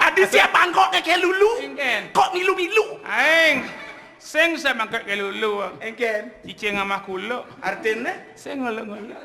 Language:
Balinese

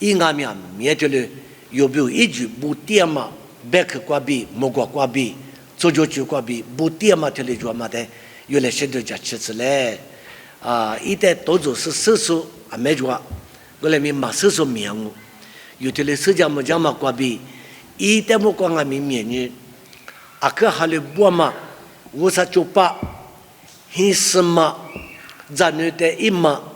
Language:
Lisu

